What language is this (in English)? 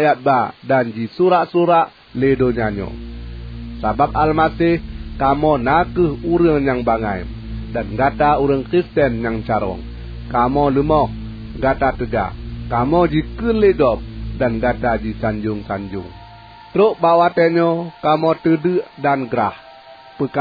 Achinese